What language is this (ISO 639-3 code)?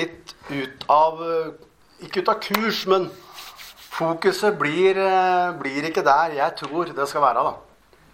nor